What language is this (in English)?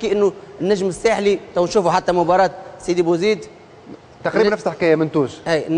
Tunisian Arabic